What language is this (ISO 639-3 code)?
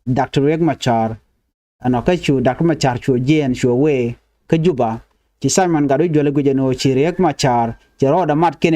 nus